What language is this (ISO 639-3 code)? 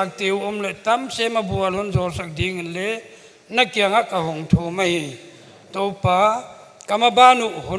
pck